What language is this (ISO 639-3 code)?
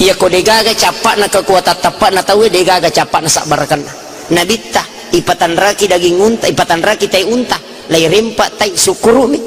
bug